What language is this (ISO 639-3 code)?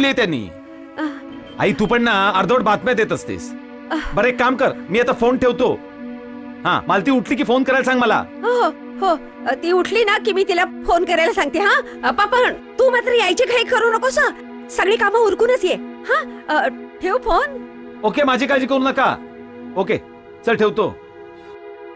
mar